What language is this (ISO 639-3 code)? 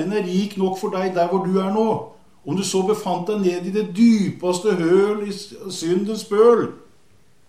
nor